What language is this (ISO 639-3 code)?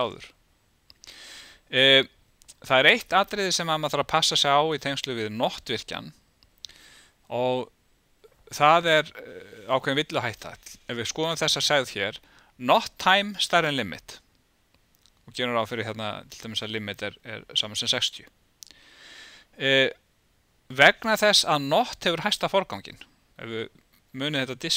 isl